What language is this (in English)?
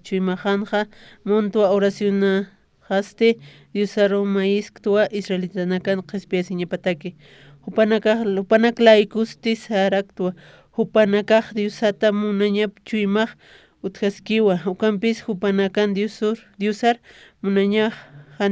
Aymara